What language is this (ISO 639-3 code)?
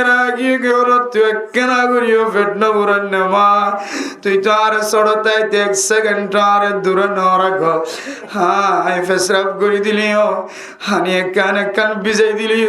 rhg